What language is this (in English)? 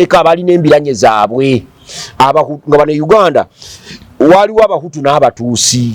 Ganda